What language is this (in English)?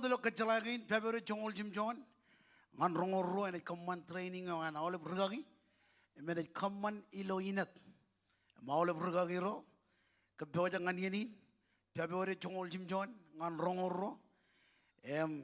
Marshallese